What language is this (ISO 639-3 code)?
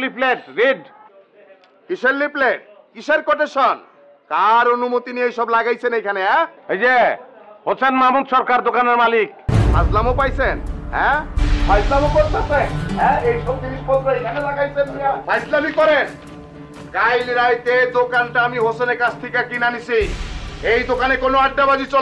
ben